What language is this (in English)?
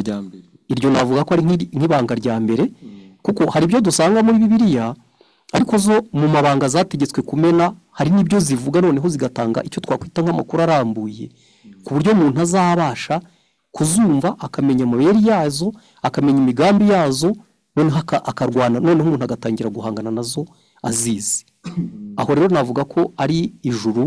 Kinyarwanda